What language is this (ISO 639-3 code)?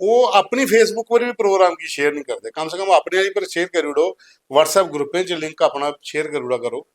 doi